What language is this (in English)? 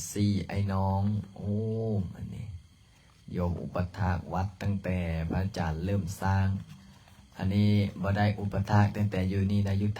Lao